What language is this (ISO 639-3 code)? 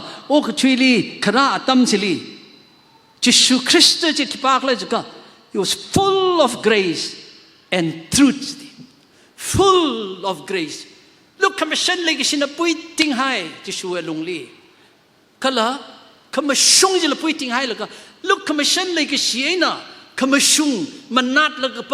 nmf